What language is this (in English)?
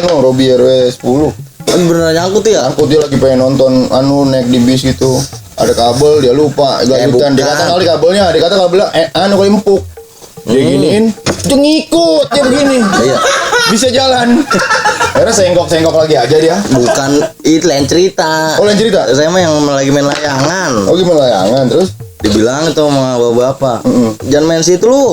Betawi